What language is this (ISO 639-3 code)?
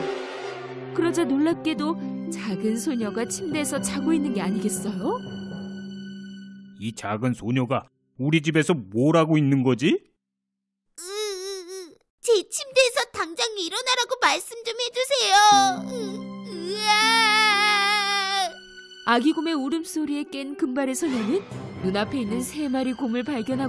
kor